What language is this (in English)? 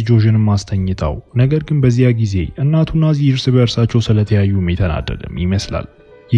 Amharic